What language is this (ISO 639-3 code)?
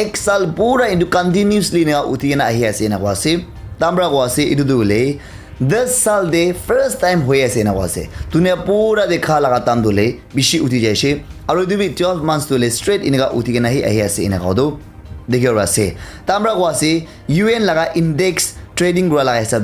nag